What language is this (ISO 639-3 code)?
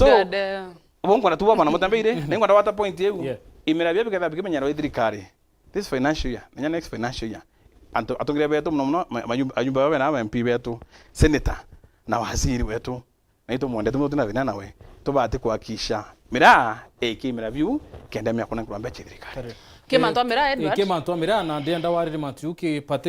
mer